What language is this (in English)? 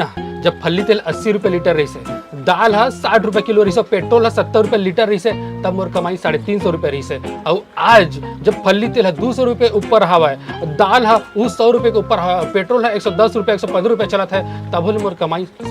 Chhattisgarhi